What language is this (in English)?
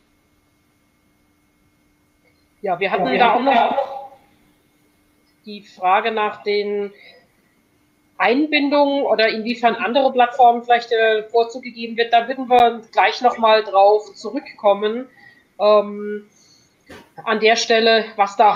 German